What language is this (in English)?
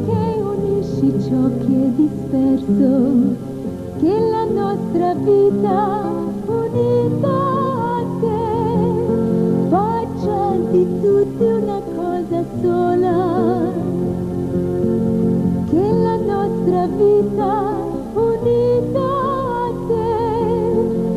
Italian